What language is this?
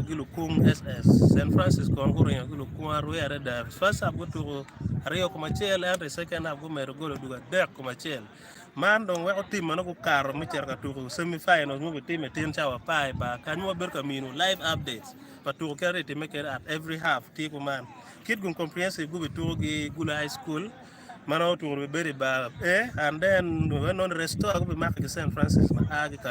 Acoli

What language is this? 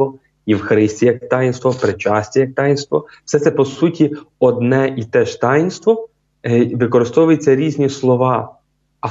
Ukrainian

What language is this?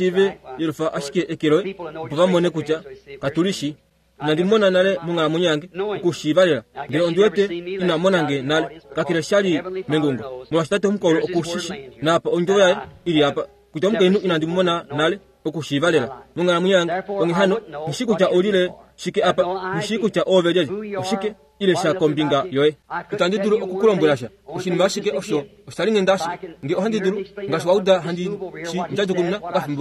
Kuanyama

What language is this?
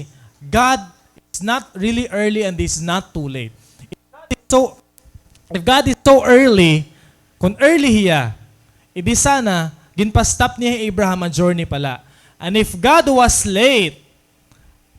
Waray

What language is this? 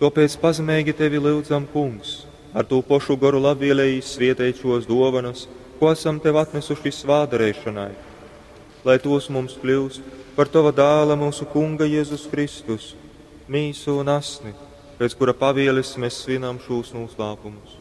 Latgalian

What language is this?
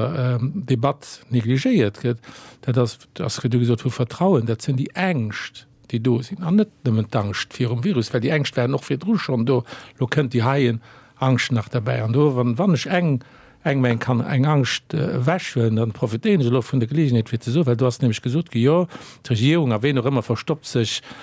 Luxembourgish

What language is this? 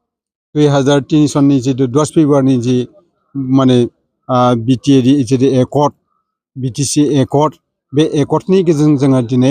Bodo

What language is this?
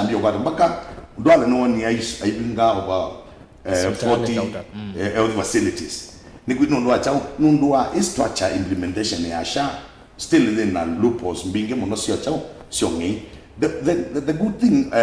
Kamba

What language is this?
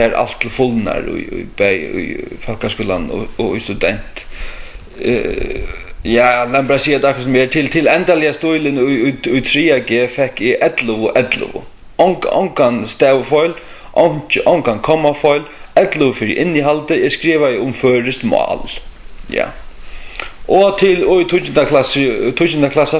Faroese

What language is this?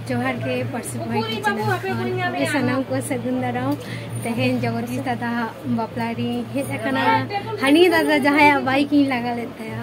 Santali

